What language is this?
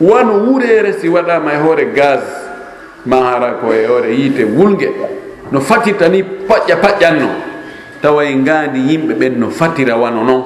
Fula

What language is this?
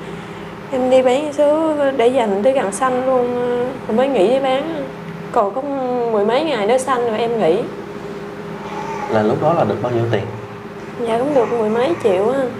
Vietnamese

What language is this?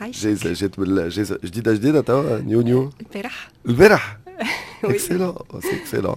Tunisian Arabic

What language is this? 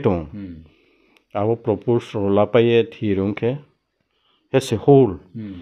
Riang (India)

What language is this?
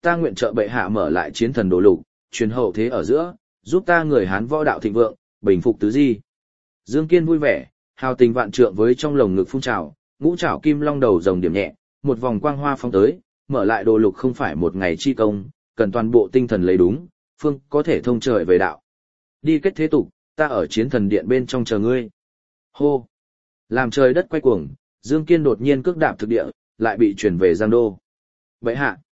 Vietnamese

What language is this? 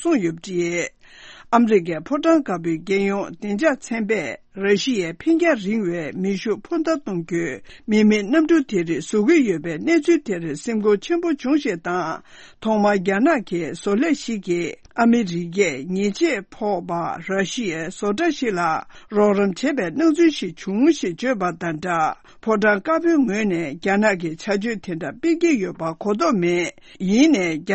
Tibetan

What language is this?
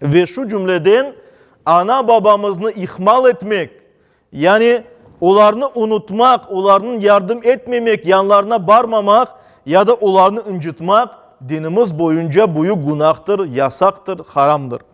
Crimean Tatar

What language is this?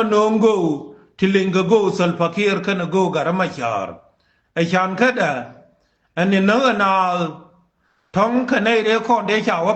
Nuer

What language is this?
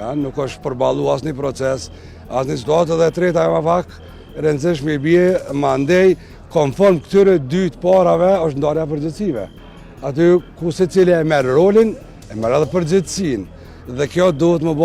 Albanian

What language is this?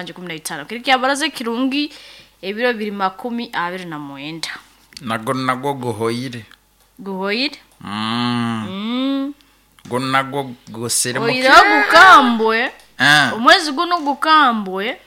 Nyoro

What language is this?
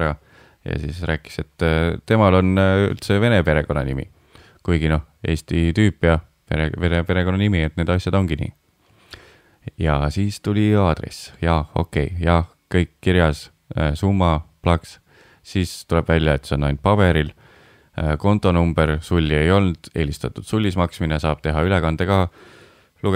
Estonian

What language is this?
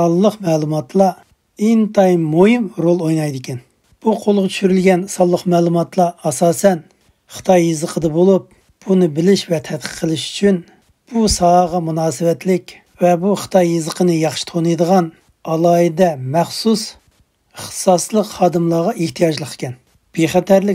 Uyghur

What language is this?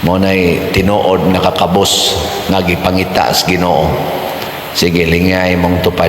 Cebuano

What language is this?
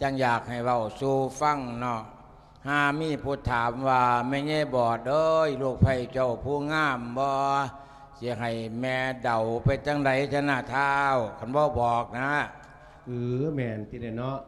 Lao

